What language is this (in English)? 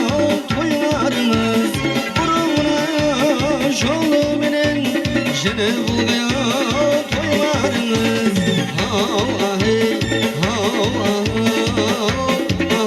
Kara-Kalpak